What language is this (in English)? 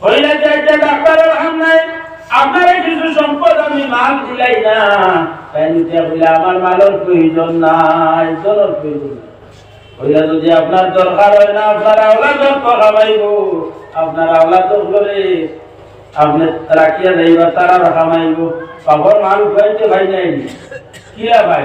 Sylheti